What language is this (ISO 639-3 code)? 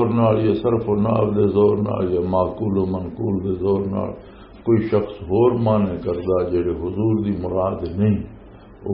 lah